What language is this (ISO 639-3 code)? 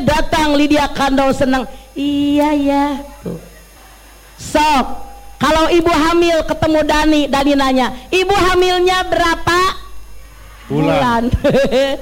ind